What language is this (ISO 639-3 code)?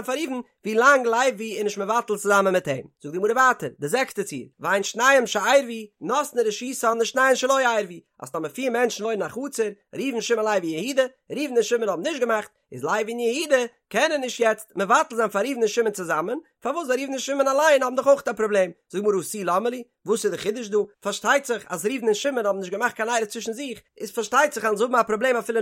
yid